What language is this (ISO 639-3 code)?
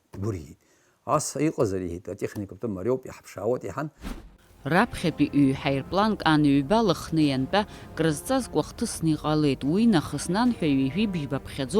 abk